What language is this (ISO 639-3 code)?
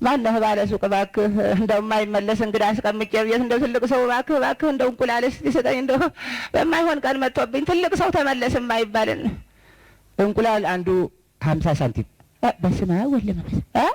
amh